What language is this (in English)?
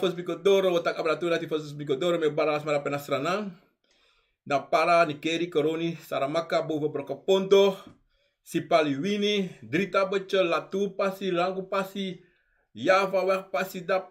Sranan Tongo